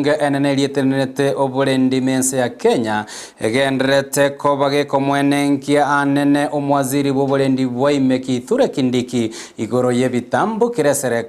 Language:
Gusii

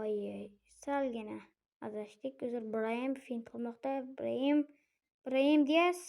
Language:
Uzbek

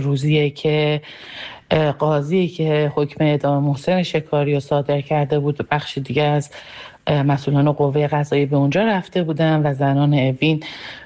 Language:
Persian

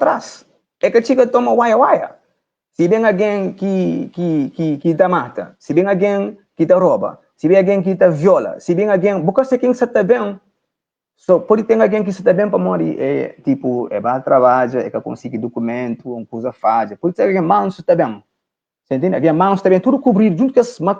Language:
Kabuverdianu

